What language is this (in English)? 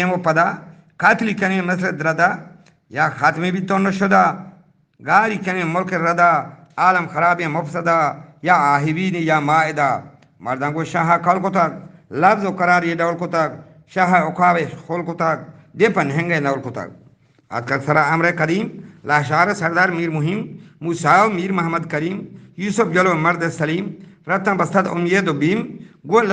Eastern Balochi